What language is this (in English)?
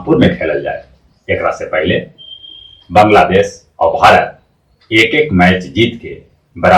Magahi